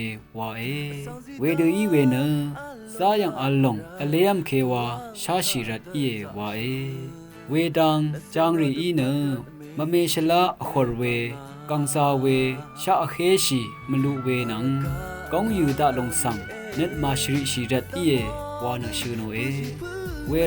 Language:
Rawang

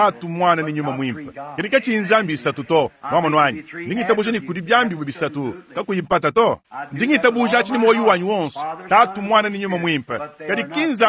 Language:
Luba-Lulua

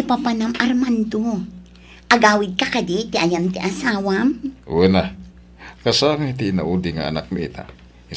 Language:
Iloko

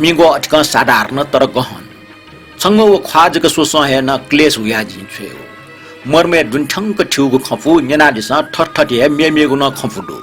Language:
Newari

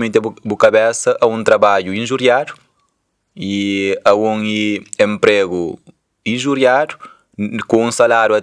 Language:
Kabuverdianu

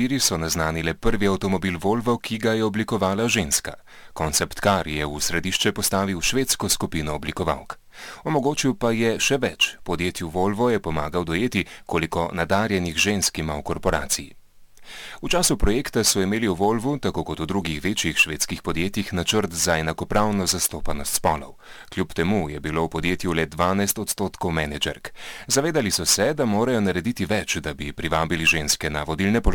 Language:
Slovenian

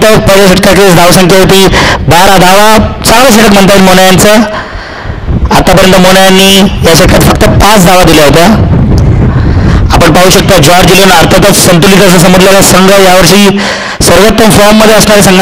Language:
Marathi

